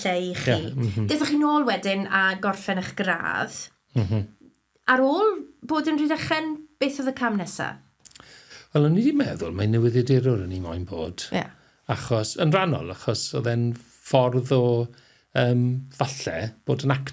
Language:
Welsh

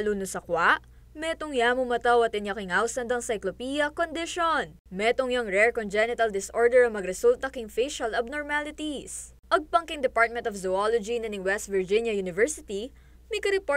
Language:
Pampanga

